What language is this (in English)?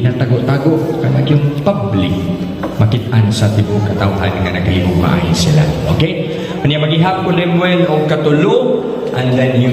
Cebuano